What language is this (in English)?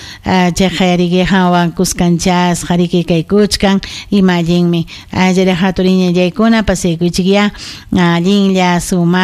Ayacucho Quechua